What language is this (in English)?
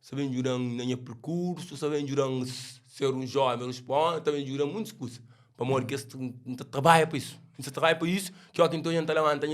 Kabuverdianu